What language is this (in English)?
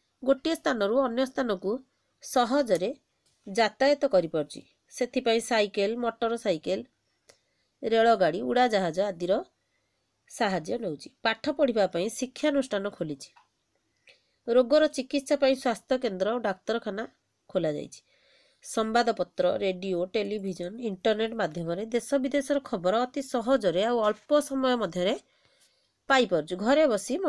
Odia